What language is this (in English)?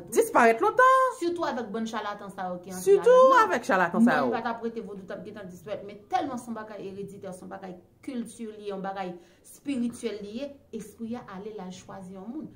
Haitian Creole